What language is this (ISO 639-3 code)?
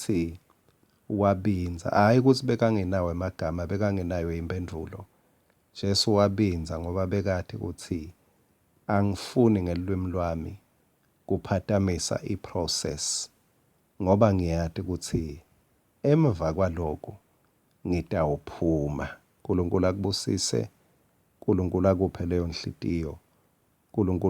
ssw